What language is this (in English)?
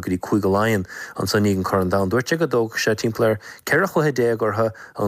Irish